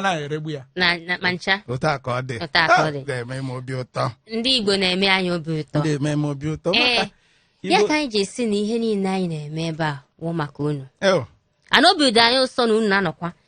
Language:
Igbo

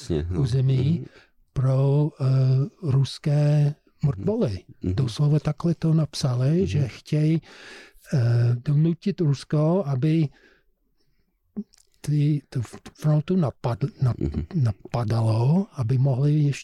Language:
Czech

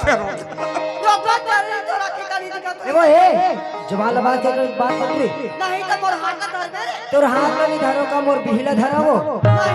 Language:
Chhattisgarhi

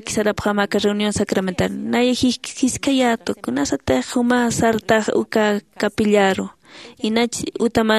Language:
Aymara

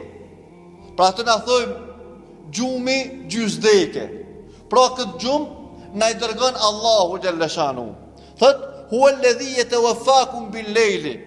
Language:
Albanian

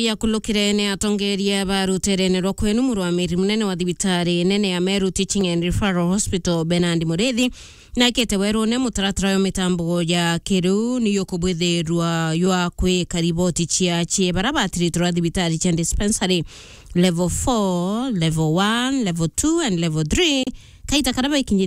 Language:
Meru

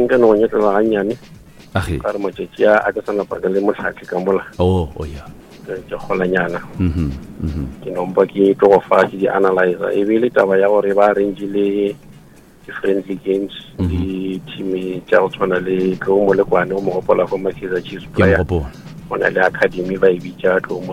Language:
Northern Sotho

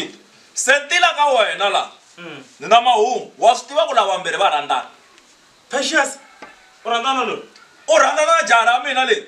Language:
Tsonga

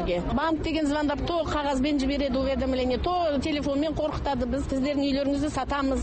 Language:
Kazakh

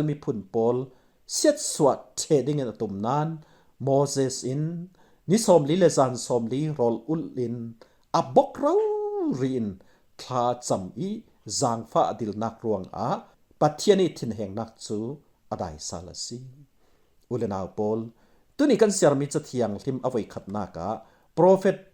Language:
Falam Chin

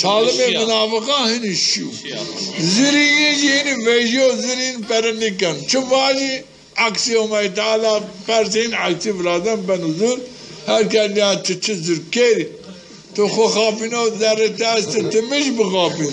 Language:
Zaza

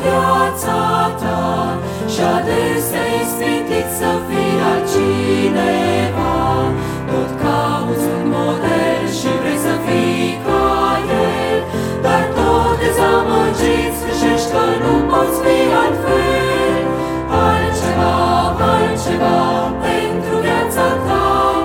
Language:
Romanian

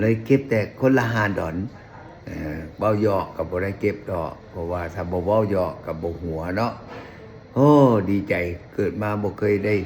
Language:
Lao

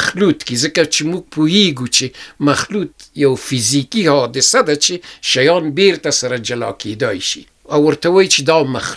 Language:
Pashto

